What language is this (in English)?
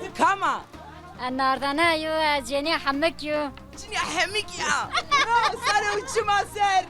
Zaza